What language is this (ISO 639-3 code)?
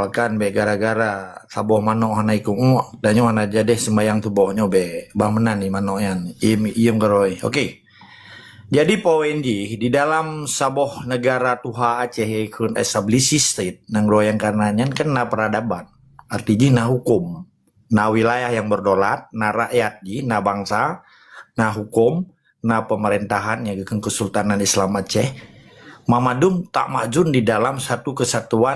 ace